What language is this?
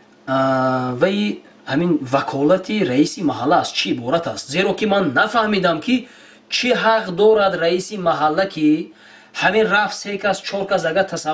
Tajik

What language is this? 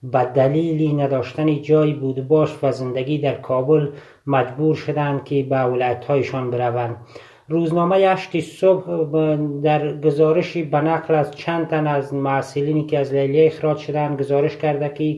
Tajik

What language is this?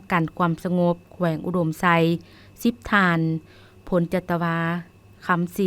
Lao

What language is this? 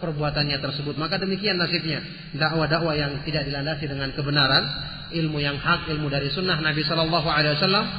Indonesian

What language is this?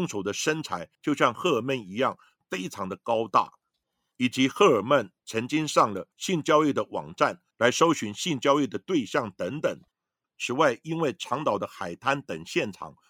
Chinese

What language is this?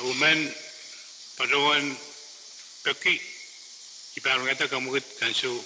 Pohnpeian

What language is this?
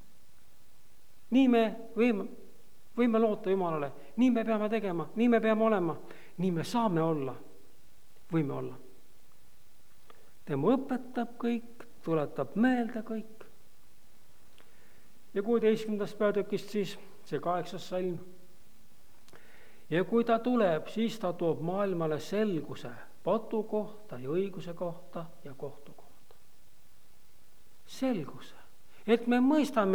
Estonian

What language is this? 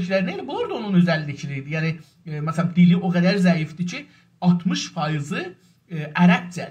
South Azerbaijani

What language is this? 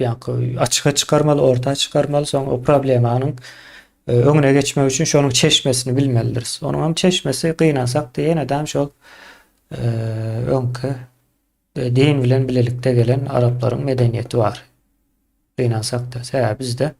Turkmen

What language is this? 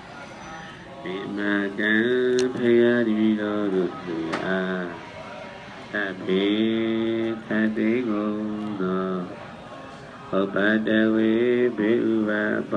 Burmese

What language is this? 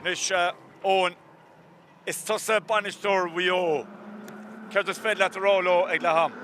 Irish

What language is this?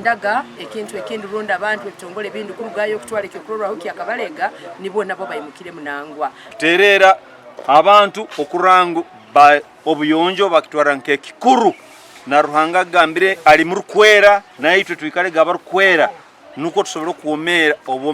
Nyankole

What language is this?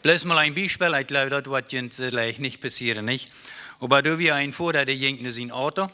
Plautdietsch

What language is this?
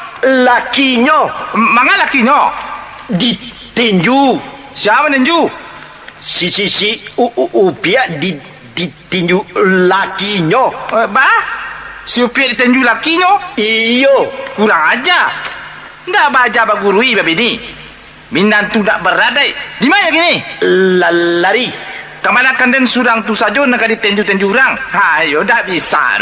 Minangkabau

